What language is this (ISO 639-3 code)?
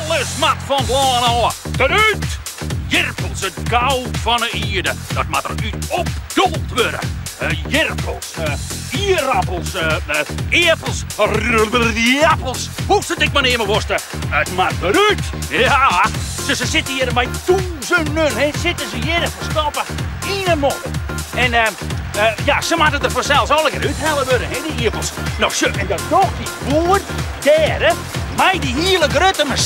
fry